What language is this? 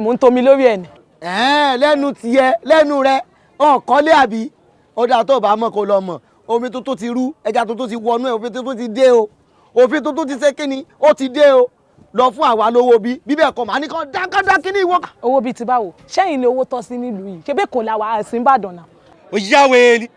Yoruba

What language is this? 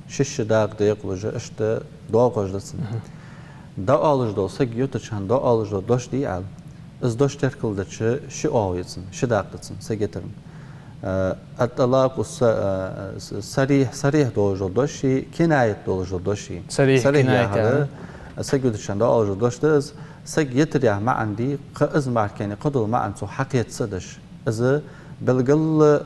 Ingush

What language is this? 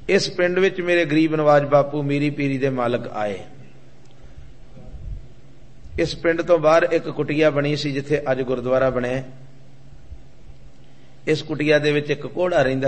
Punjabi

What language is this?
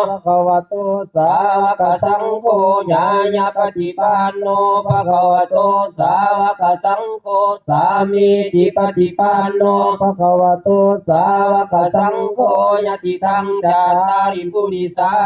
Pali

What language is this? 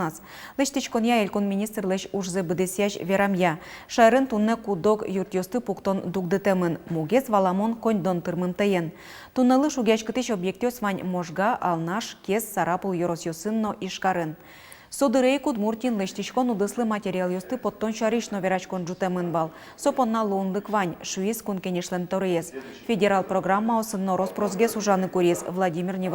Udmurt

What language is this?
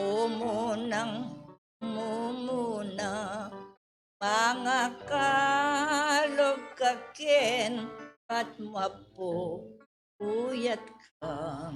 Pampanga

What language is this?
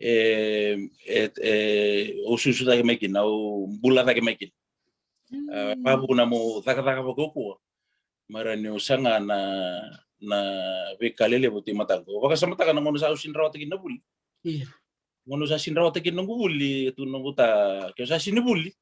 Fijian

